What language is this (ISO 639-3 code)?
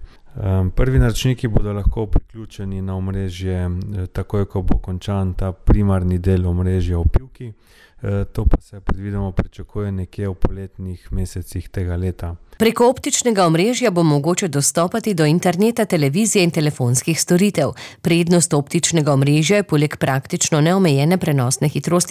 slv